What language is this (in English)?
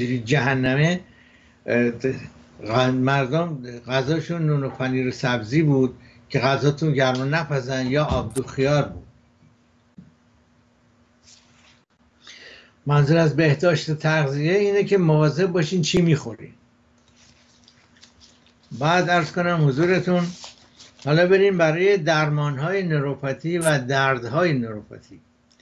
Persian